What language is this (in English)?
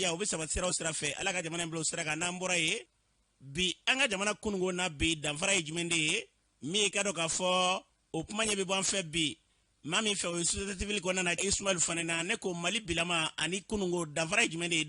Bambara